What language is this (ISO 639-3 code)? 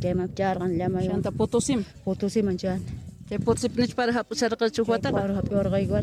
que